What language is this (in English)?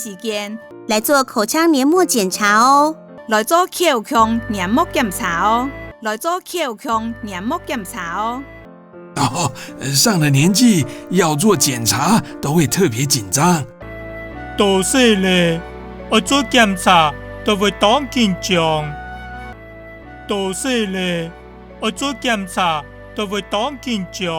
Hakka Chinese